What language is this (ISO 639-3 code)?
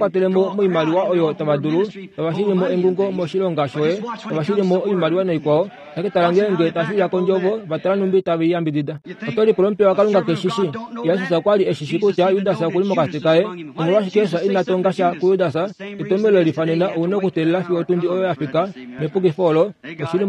kua